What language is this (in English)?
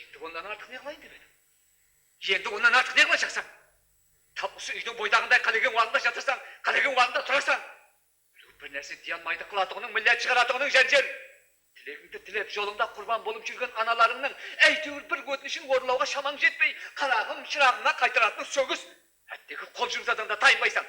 Kara-Kalpak